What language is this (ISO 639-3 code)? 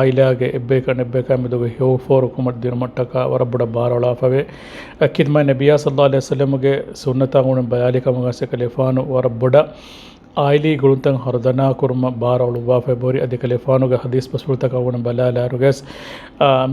div